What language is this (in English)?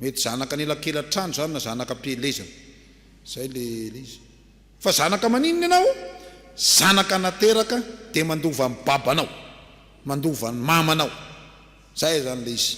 Malagasy